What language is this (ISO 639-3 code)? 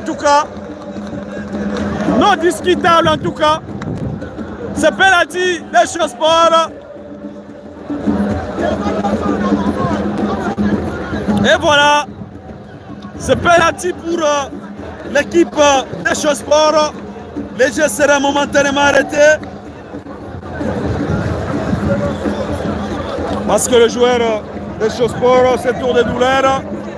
fra